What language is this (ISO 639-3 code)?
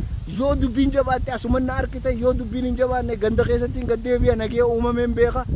orm